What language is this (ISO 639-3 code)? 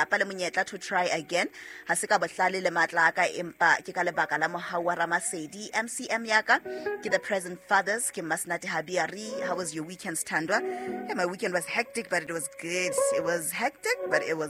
sot